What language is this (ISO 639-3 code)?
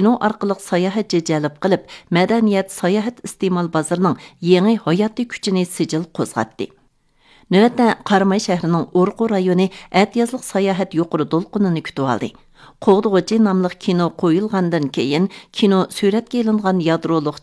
uig